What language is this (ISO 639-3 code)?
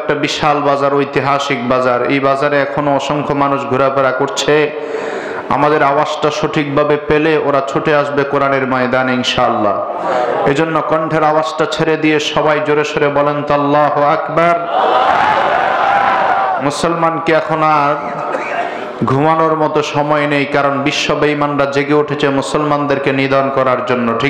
ben